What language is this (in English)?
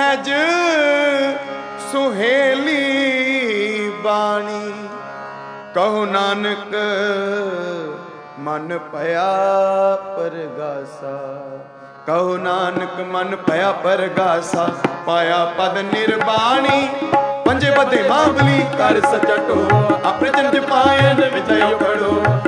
Punjabi